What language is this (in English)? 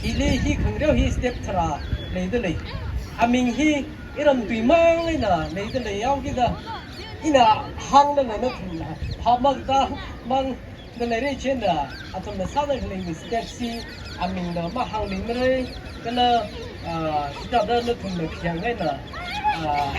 Tangkhul Naga (India)